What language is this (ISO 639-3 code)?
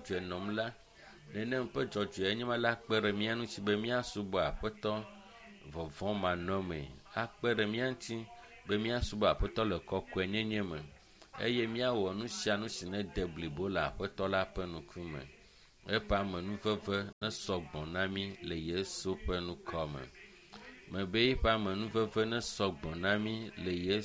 ewe